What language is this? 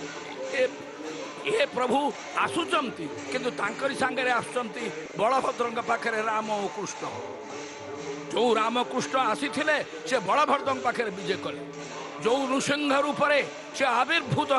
Odia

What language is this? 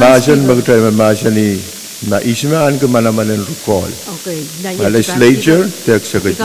Pohnpeian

